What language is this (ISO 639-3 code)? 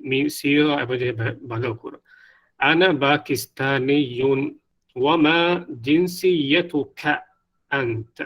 div